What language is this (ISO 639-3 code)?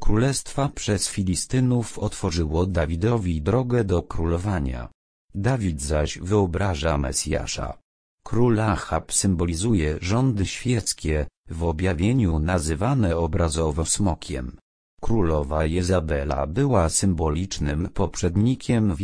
pol